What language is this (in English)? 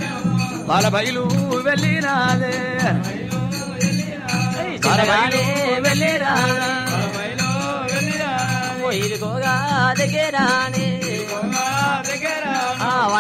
Telugu